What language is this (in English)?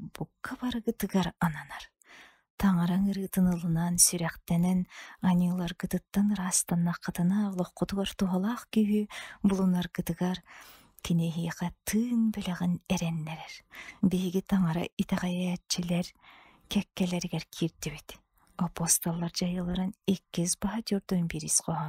Yakut